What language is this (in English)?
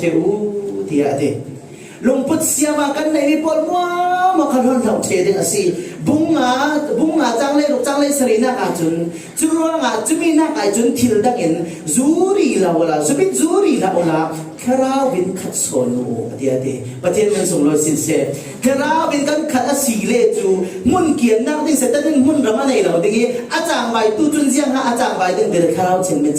Falam Chin